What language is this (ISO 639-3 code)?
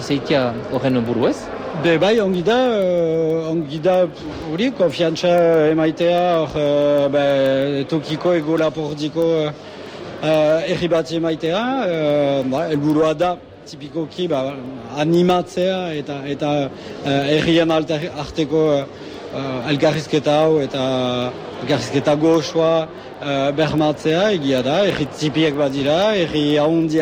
eus